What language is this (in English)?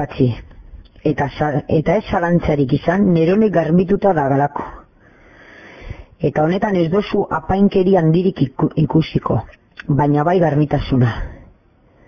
Basque